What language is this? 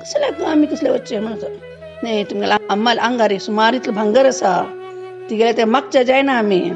Konkani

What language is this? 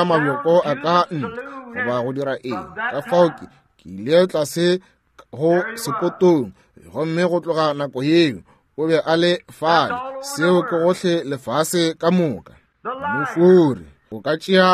Northern Sotho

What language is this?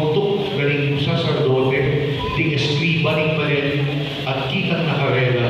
Pampanga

